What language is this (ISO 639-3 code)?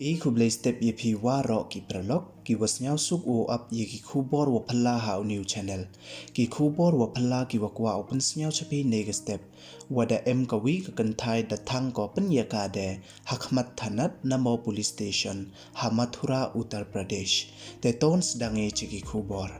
pbv